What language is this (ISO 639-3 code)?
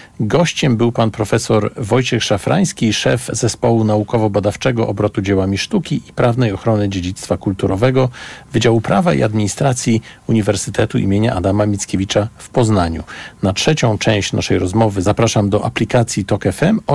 pol